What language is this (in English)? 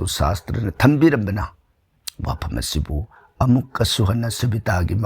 Manipuri